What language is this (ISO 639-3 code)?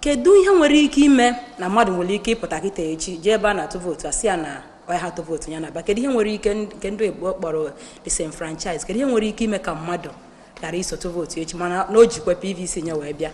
ibo